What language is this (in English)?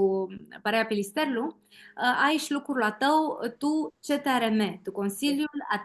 Aromanian